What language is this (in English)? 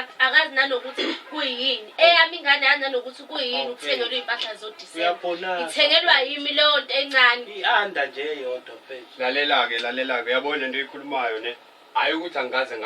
Zulu